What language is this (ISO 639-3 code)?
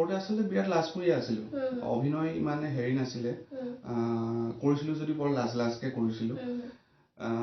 asm